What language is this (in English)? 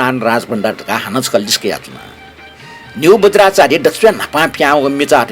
Newari